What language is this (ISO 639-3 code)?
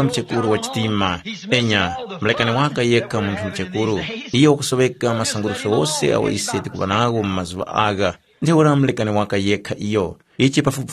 tum